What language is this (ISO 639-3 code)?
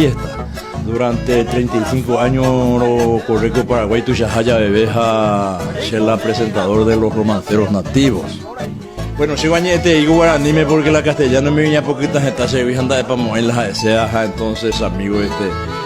grn